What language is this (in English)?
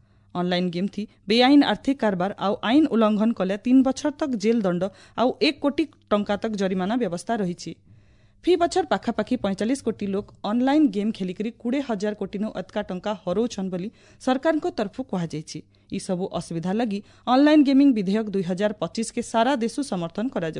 Odia